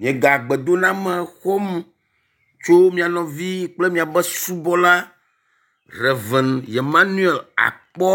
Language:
Ewe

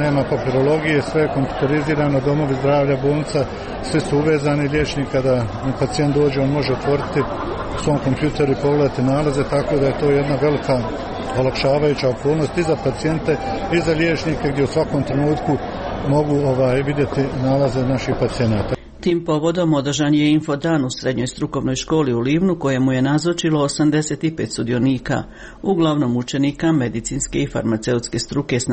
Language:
Croatian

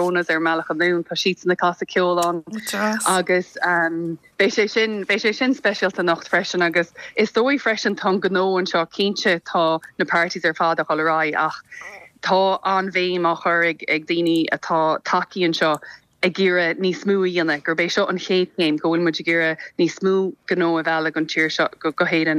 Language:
Irish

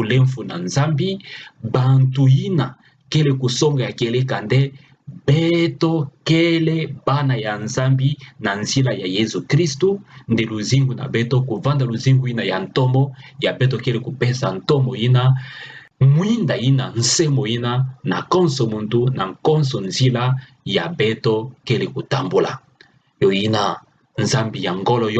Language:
Kituba (Democratic Republic of Congo)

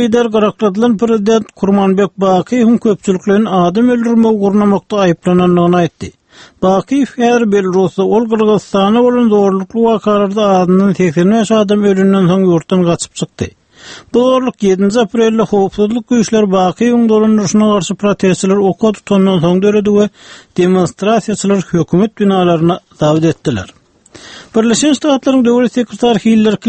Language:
Turkmen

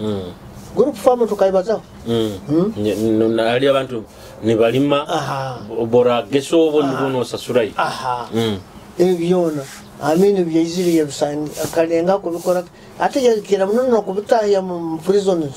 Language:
Nyoro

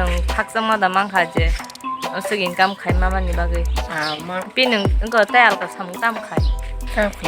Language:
Kok Borok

